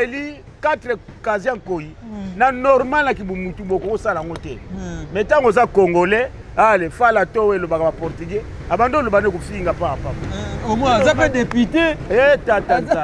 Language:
Lingala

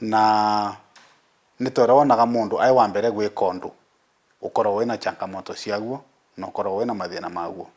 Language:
Meru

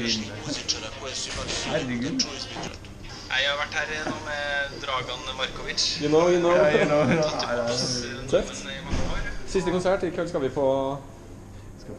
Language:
Norwegian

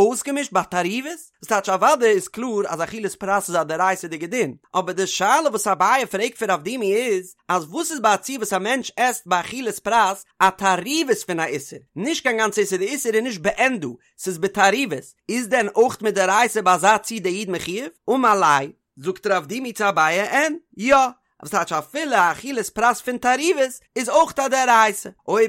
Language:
Yiddish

